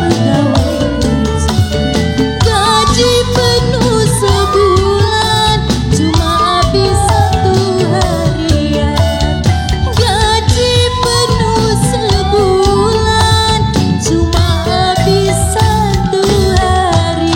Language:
Betawi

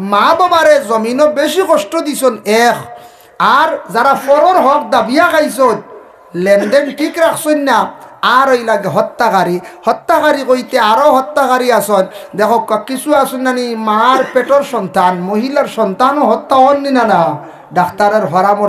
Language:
Sylheti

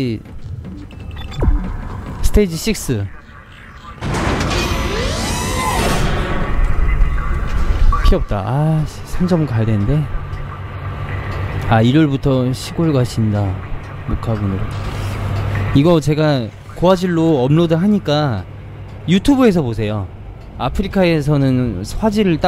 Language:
Korean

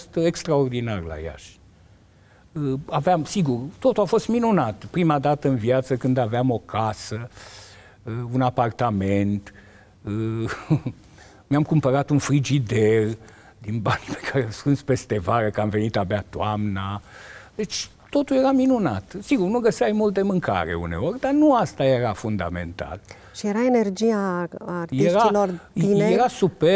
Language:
Romanian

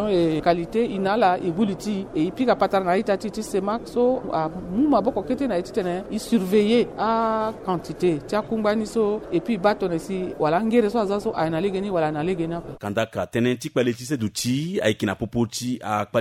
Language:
Sango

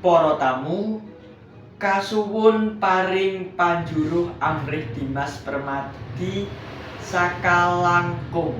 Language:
Javanese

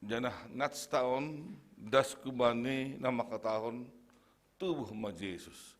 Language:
Batak Simalungun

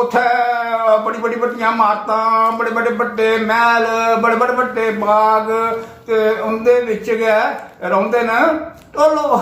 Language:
Dogri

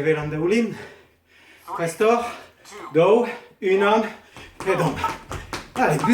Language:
Breton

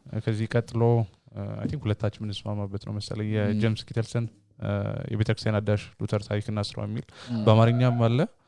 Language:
Amharic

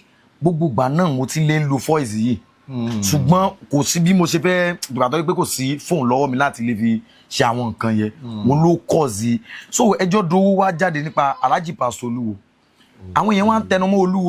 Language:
Yoruba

